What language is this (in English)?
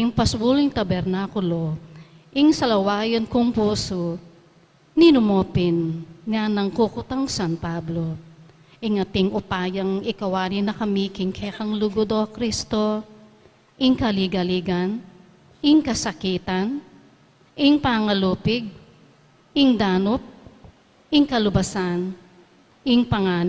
Pampanga